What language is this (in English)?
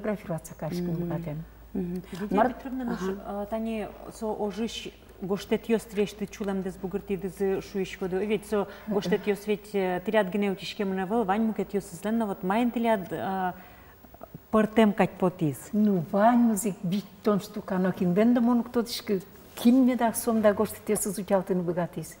Udmurt